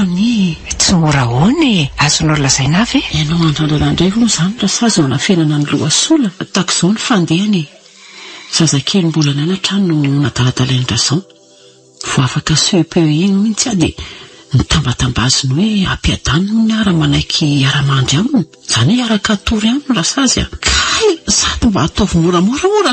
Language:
Malagasy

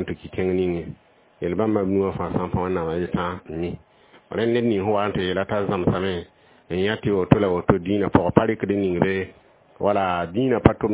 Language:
Mossi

